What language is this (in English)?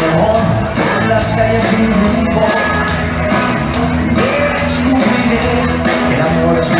Spanish